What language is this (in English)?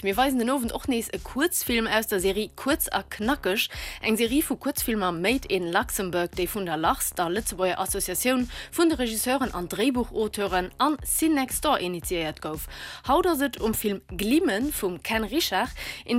Luxembourgish